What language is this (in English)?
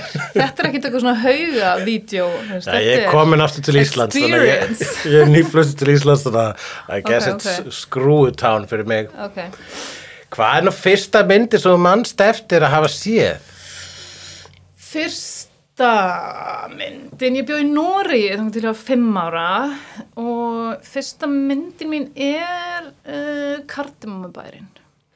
Icelandic